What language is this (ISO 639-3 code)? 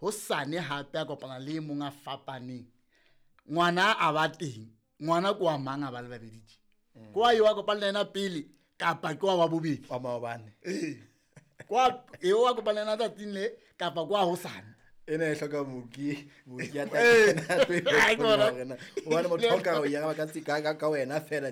sot